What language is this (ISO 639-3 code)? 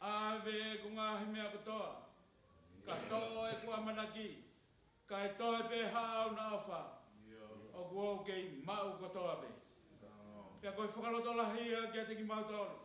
ton